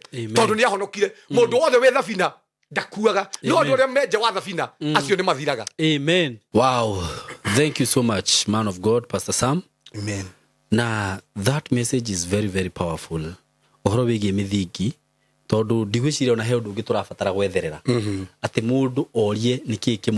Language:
Kikuyu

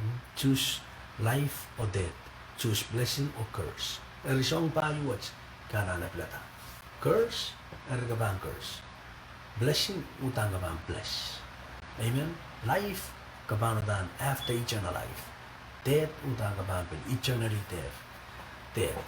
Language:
Pohnpeian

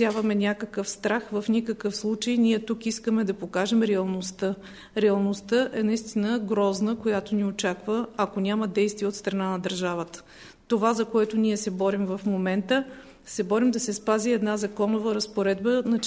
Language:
Bulgarian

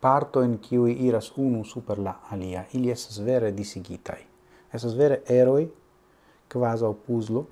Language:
Esperanto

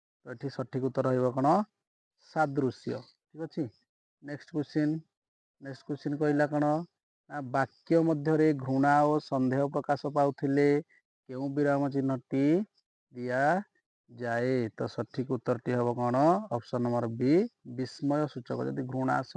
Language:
Odia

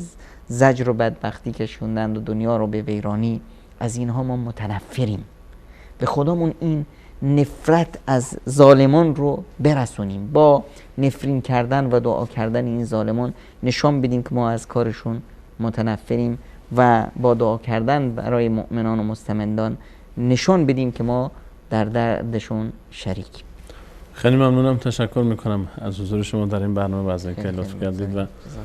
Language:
Persian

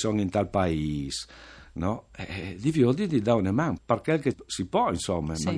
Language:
Friulian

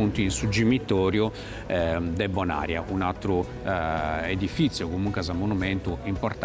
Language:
Sardinian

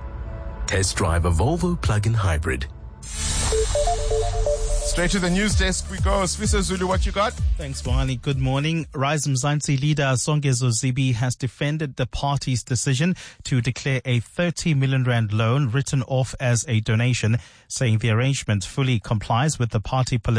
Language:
English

